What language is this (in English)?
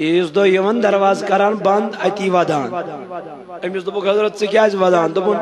Kashmiri